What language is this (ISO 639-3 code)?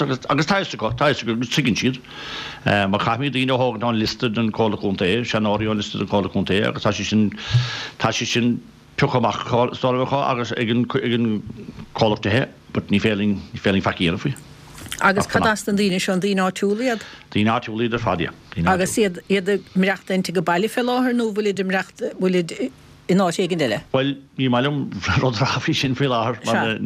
gle